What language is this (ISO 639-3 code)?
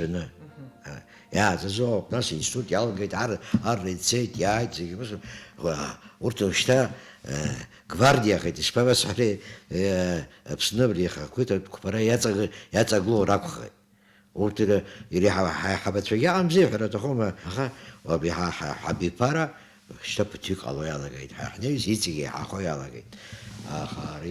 abk